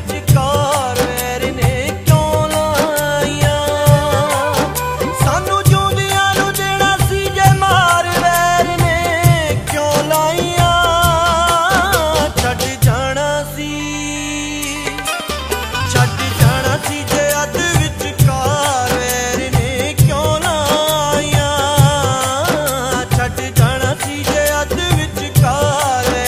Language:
Punjabi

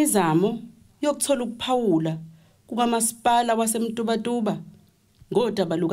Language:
Zulu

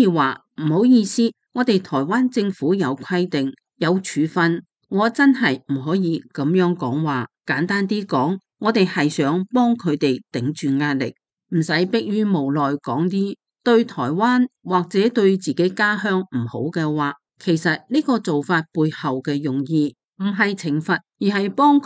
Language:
Cantonese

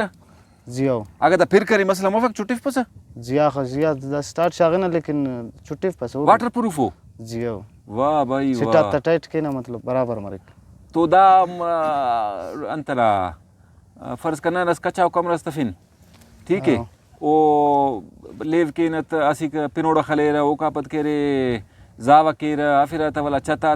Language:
Brahui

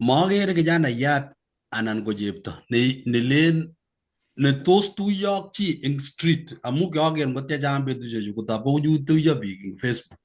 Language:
Kalenjin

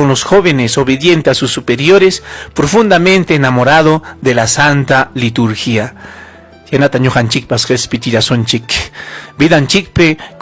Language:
Ayacucho Quechua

